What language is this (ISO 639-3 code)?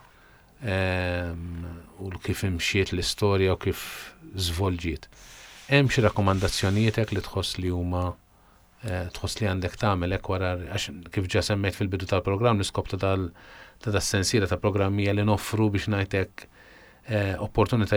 mlt